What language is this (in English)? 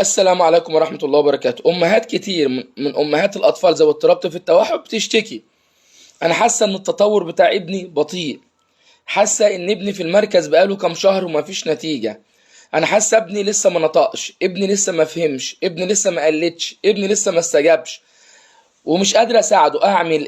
Egyptian Arabic